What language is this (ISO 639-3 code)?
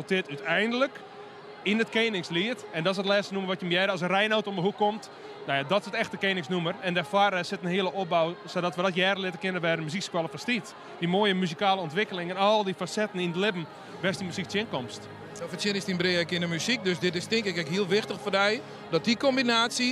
fry